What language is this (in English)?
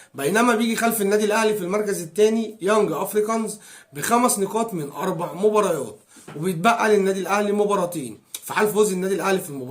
Egyptian Arabic